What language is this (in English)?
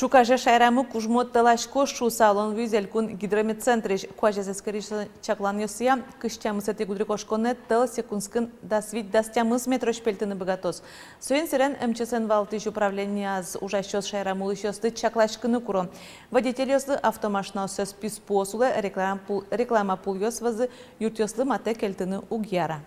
Udmurt